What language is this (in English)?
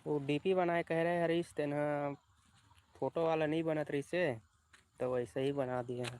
Chhattisgarhi